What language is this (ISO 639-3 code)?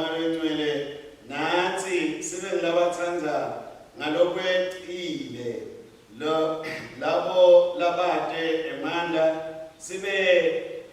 ssw